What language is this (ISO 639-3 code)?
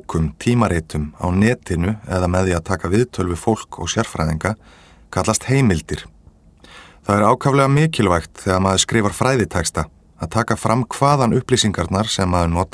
isl